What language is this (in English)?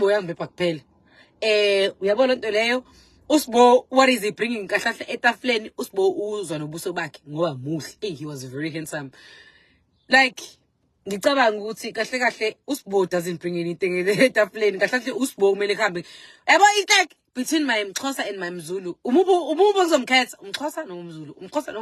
Zulu